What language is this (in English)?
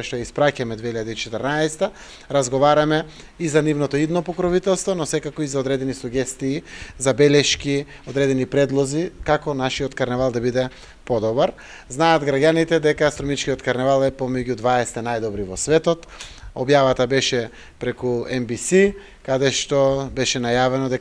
Macedonian